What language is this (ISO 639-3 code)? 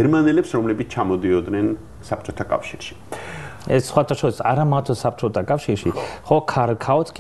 kat